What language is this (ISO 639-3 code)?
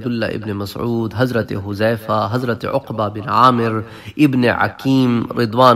urd